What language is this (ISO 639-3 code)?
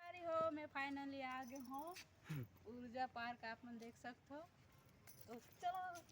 hne